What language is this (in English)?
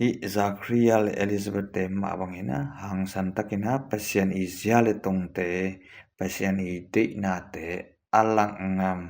Tedim Chin